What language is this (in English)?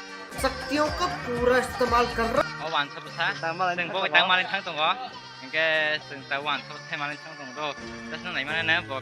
Kok Borok